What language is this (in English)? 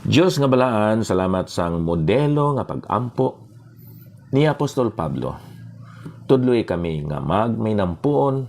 Hiligaynon